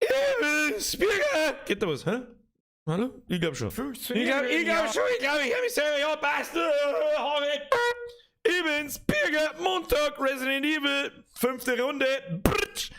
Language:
Bavarian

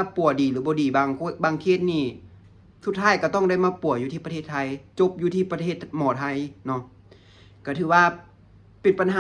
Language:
Lao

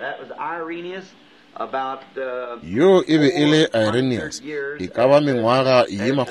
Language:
Northern Sotho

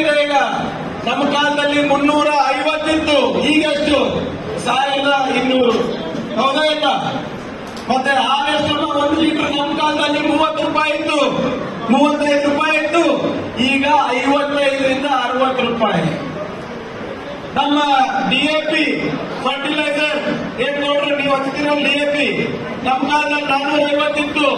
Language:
Kannada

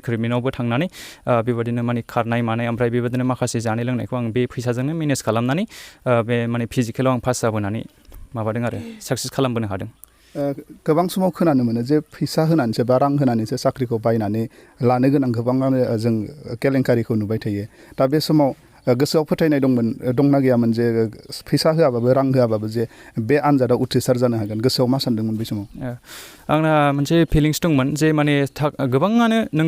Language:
Bodo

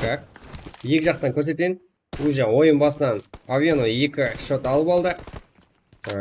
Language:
Kara-Kalpak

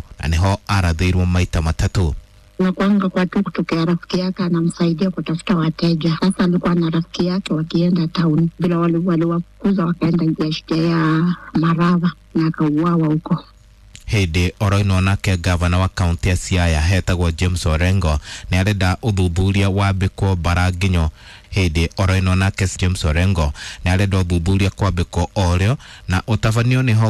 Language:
Kikuyu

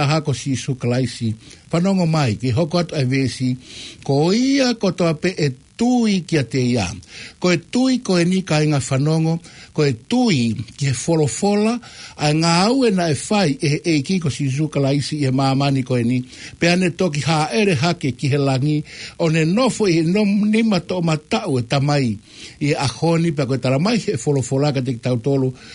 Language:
Tongan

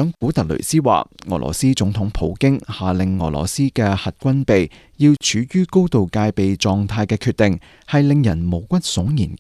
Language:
Cantonese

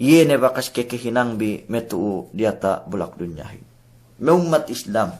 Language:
Yakan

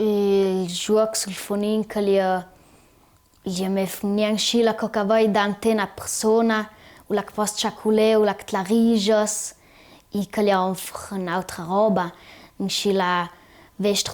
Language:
Ladin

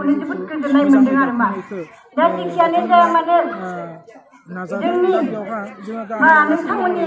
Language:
Bodo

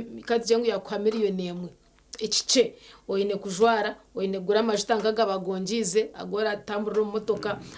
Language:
Nyankole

